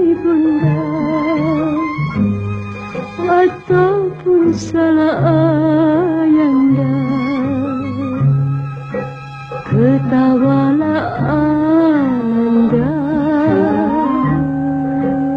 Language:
Malay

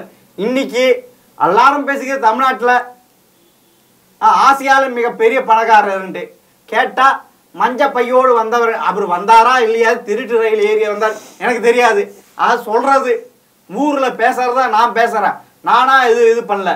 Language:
Tamil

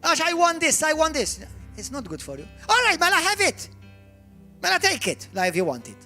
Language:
Maltese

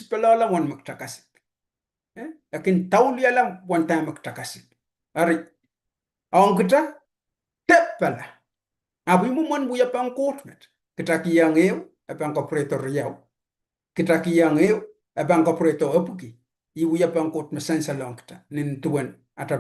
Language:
Pohnpeian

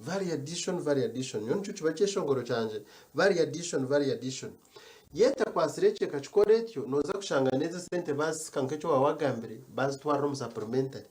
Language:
Nyankole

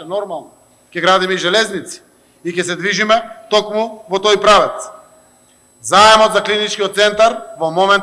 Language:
Macedonian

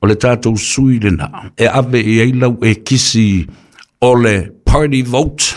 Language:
Samoan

